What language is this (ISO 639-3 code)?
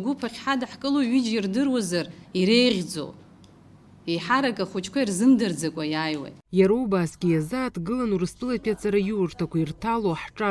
abk